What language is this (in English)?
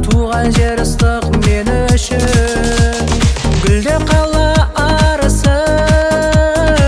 Kazakh